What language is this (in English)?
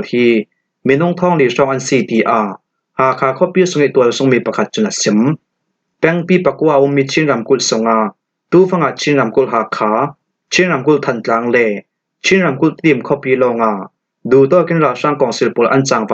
Falam Chin